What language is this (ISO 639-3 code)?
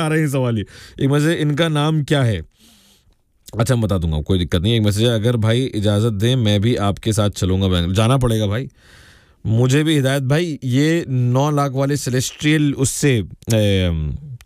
hin